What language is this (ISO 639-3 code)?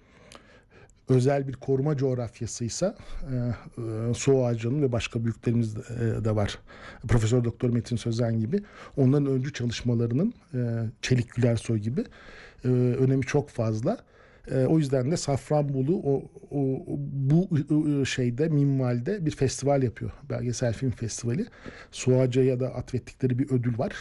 tur